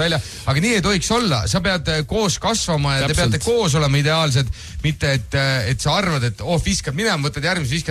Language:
Estonian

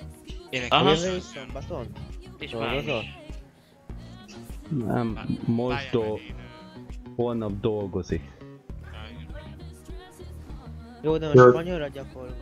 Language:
Hungarian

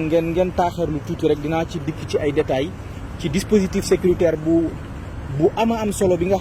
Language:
Wolof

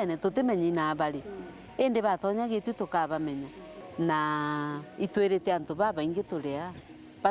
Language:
Meru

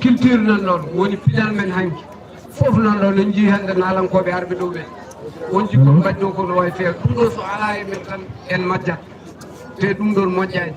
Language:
Fula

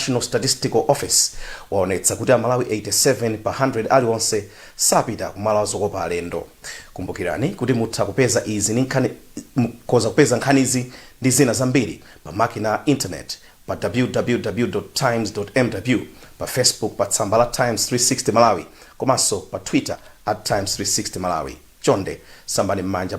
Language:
Nyanja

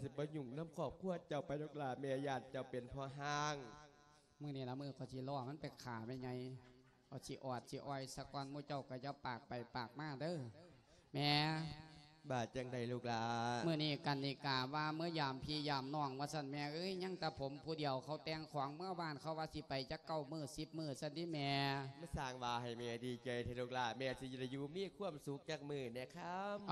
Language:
Lao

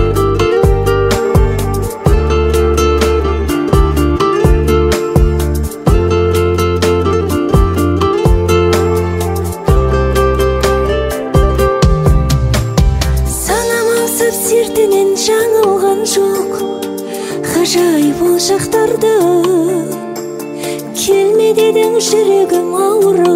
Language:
Kazakh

